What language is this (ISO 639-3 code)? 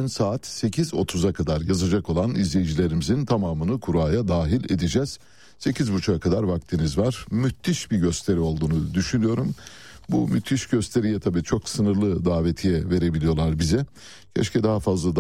tur